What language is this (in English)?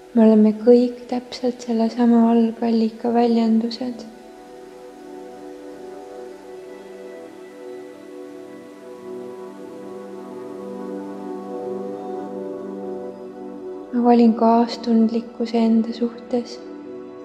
Estonian